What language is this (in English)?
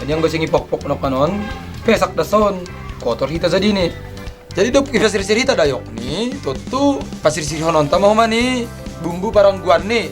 Batak Simalungun